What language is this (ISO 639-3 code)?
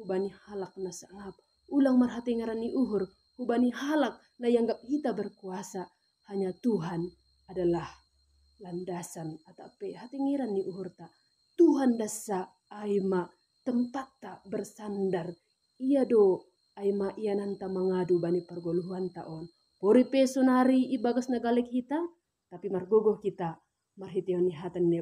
bts